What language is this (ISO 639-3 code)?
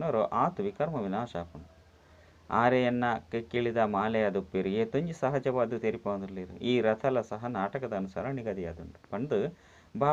tcy